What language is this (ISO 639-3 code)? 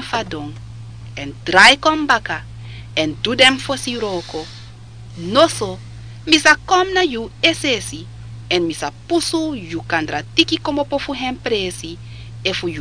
srn